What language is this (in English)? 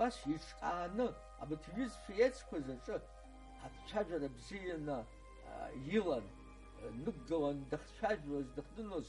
Abkhazian